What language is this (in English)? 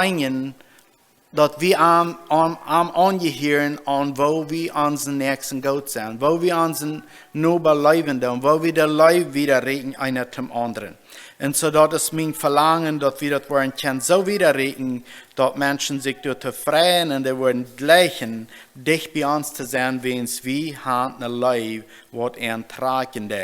Plautdietsch